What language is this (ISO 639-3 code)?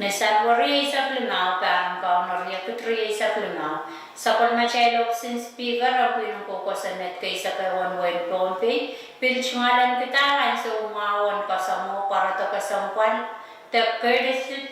pon